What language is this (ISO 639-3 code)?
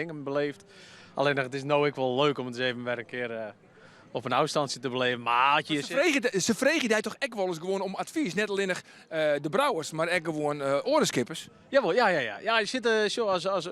fry